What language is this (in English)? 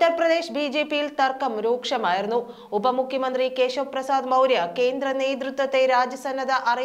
Malayalam